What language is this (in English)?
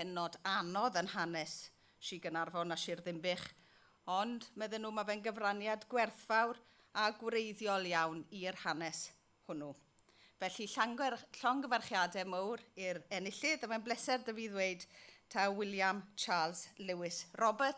Welsh